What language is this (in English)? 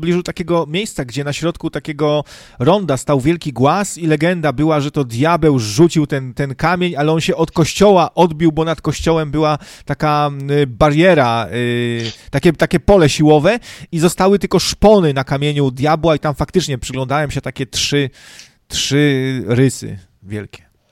Polish